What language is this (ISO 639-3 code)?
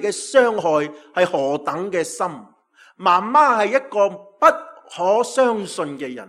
yue